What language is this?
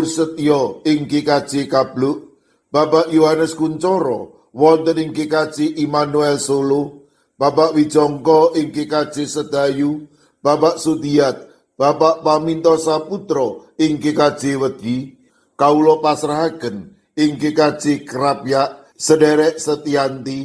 Javanese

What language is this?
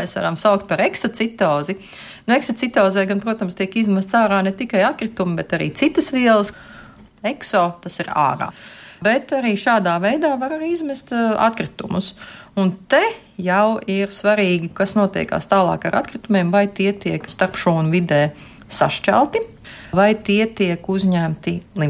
Latvian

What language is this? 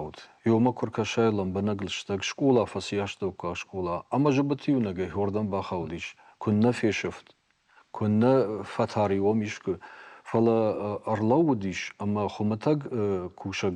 Ossetic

